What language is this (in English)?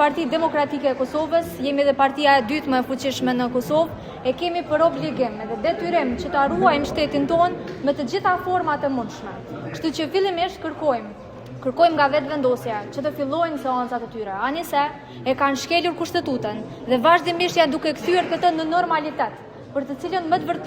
Albanian